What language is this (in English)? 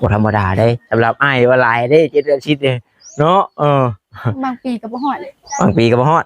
Northeastern Thai